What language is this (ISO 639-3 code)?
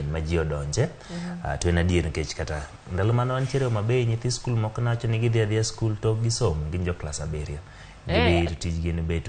luo